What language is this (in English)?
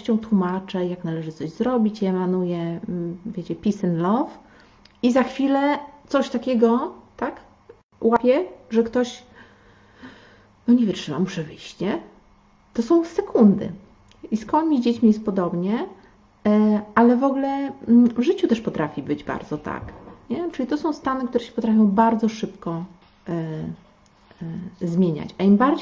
Polish